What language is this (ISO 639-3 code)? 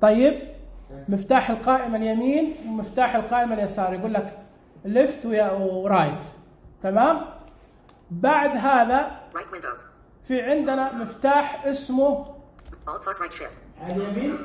ars